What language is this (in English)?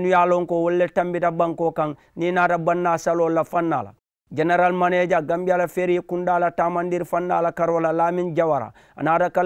Mandingo